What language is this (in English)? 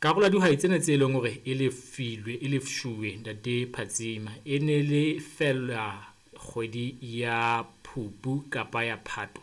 Southern Sotho